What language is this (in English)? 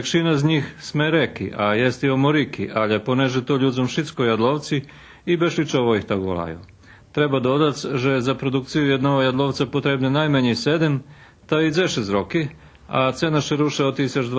Rusyn